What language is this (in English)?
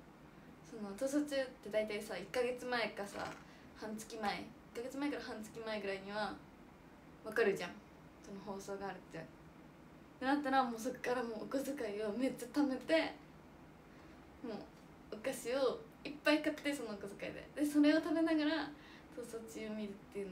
Japanese